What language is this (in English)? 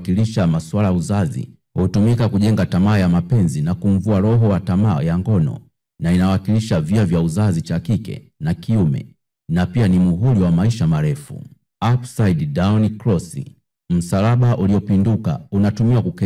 Swahili